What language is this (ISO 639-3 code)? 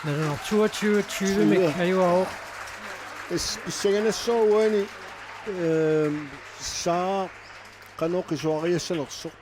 kal